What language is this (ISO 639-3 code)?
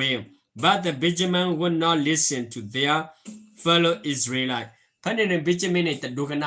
ksw